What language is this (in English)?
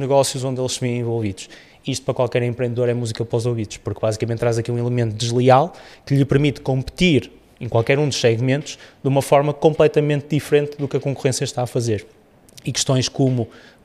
Portuguese